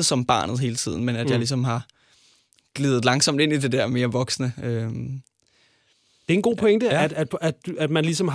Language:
Danish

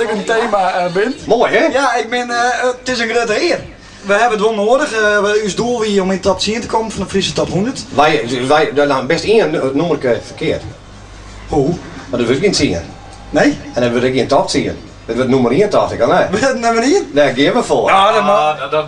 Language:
Western Frisian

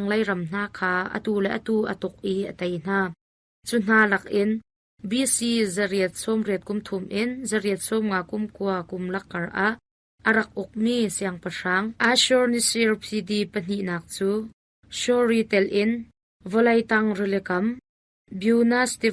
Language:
Hakha Chin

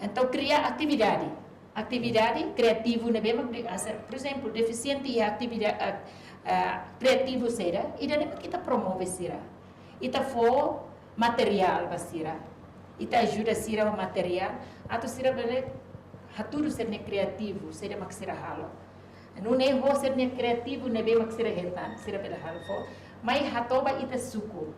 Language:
Tetum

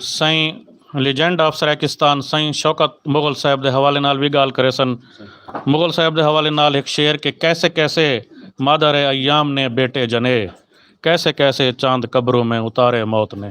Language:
Saraiki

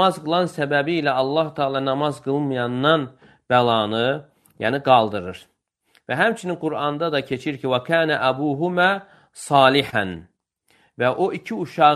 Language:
Azerbaijani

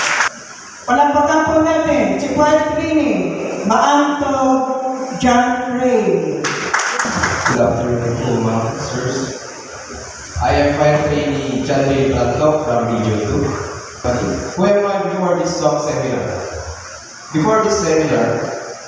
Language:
Filipino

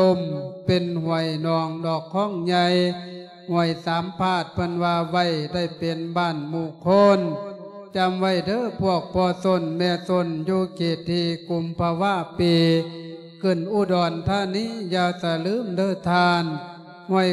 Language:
Lao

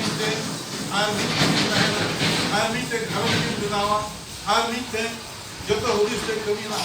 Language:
Santali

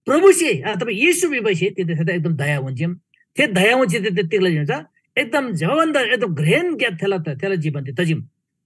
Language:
Eastern Tamang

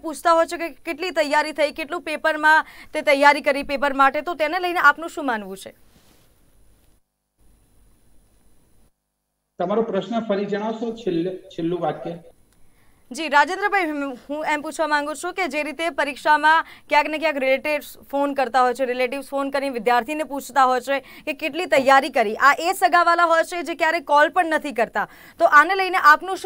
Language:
Gujarati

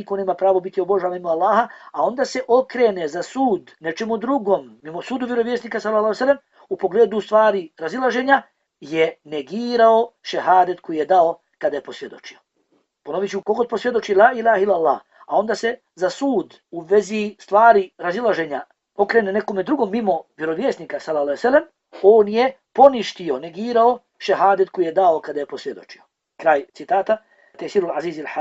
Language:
Bosnian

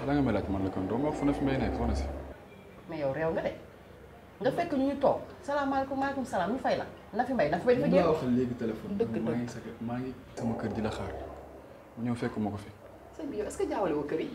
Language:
Wolof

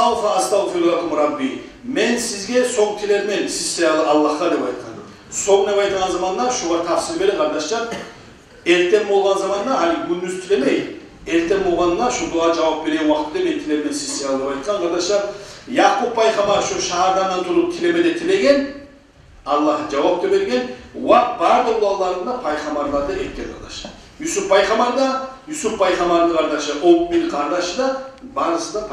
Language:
Kumyk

